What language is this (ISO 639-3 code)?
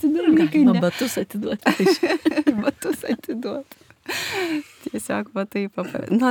lit